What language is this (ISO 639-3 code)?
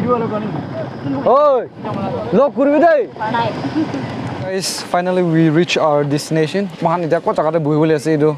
nag